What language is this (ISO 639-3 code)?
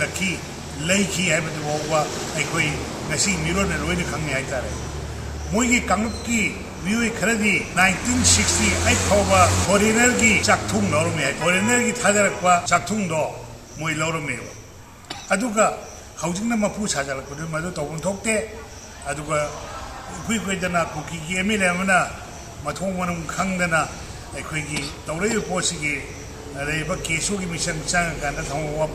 mni